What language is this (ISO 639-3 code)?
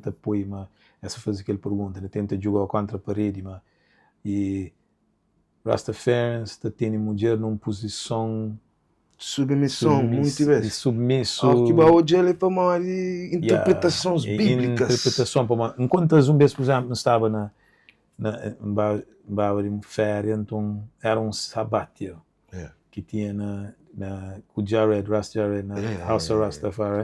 kea